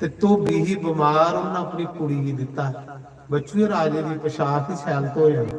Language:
Dogri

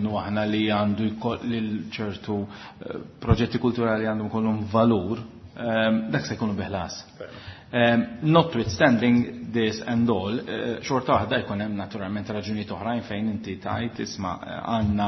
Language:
Maltese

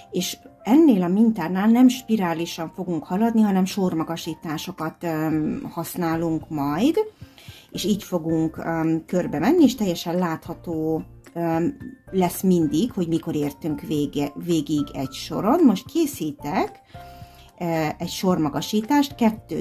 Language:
Hungarian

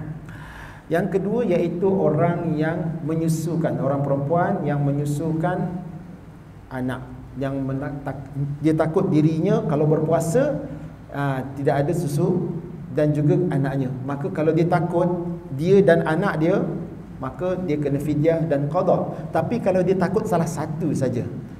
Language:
Malay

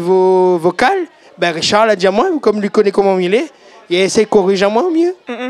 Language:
Réunion Creole French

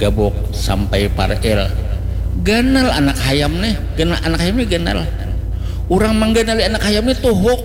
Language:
Banjar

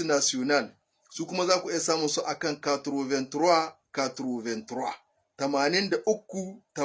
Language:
Hausa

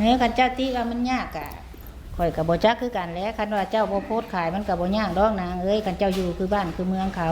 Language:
Northeastern Thai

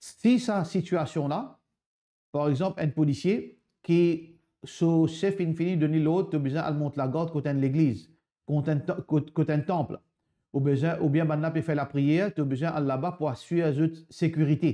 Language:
Morisyen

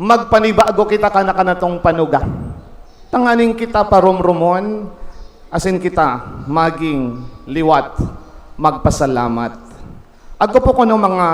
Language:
Bikol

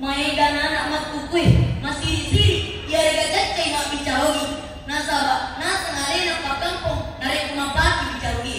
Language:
Buginese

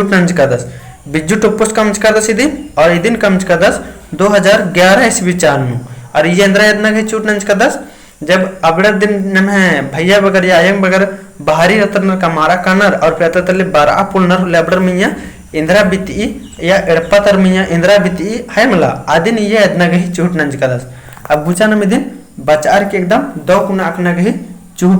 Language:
Kurukh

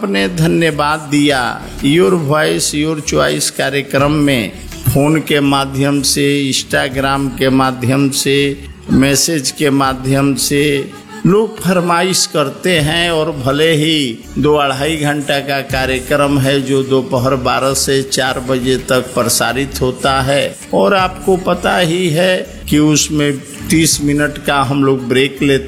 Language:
Hindi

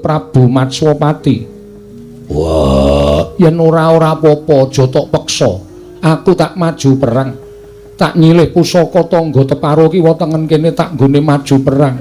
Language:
Javanese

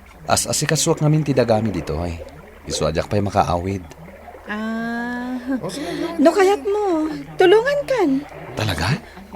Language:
Iloko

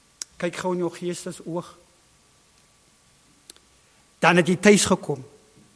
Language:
Afrikaans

